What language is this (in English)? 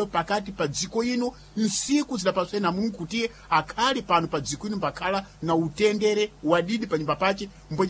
Sena